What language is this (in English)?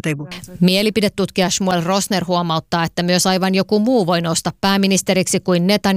Finnish